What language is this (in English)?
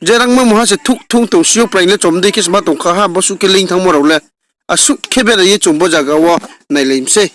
Riang (India)